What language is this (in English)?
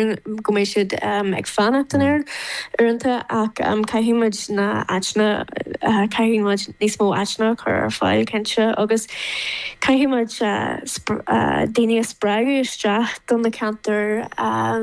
Irish